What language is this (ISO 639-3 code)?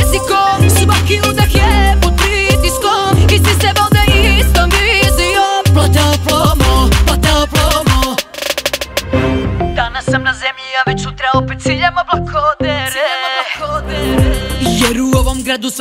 srp